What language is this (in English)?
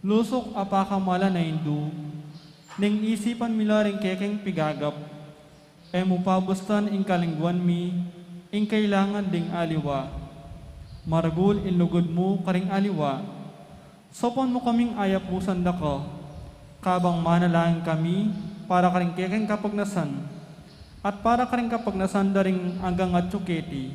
Pampanga